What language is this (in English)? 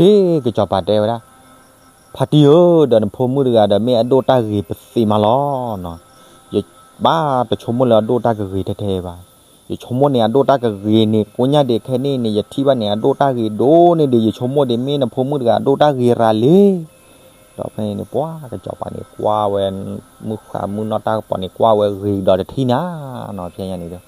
S'gaw Karen